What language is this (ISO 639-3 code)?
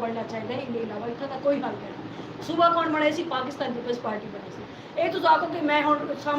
skr